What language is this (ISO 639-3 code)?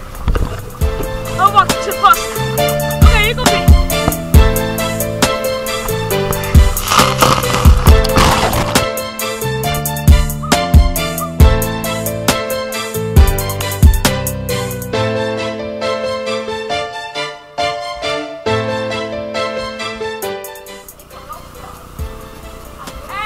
nld